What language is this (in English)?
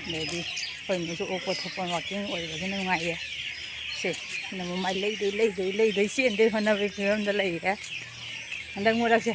Manipuri